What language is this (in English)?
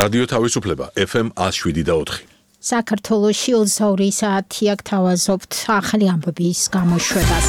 Georgian